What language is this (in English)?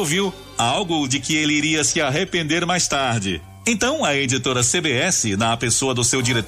Portuguese